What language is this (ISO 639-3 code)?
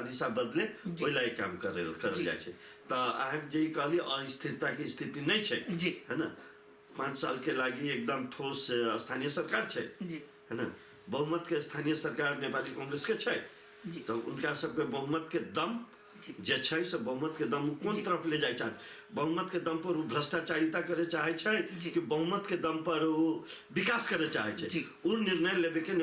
mai